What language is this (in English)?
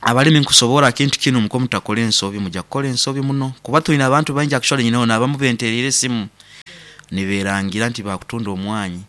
Nyoro